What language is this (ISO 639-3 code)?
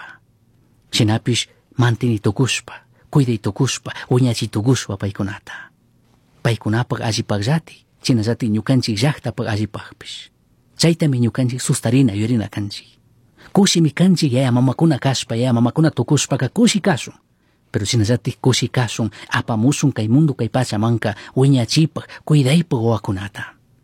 qug